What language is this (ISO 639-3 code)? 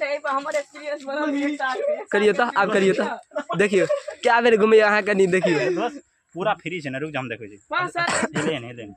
mai